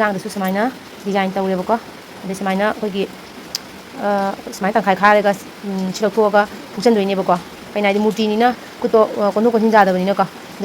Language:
Manipuri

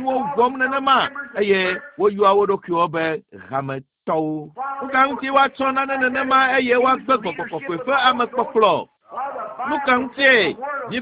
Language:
Ewe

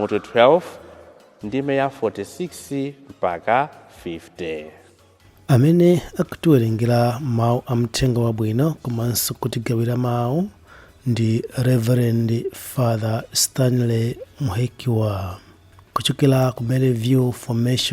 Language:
Nyanja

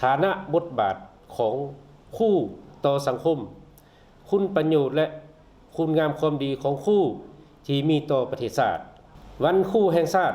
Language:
Lao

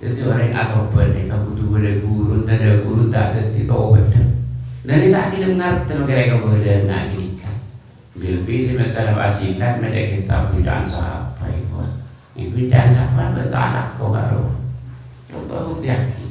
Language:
Madurese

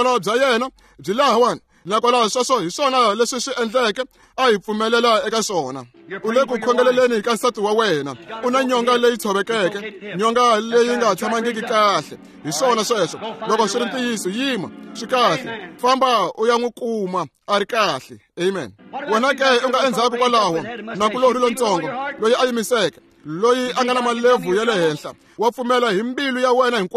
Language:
Tsonga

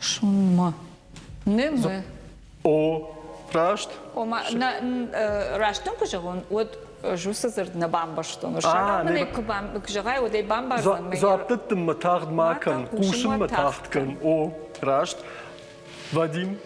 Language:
Ossetic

